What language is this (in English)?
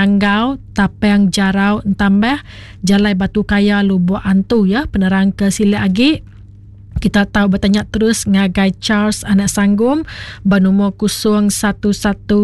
Iban